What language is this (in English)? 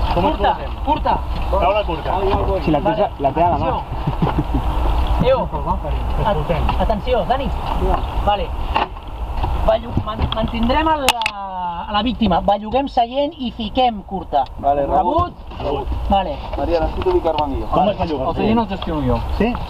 Catalan